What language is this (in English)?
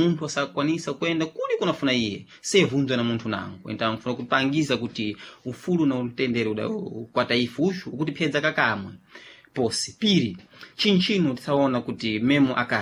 Sena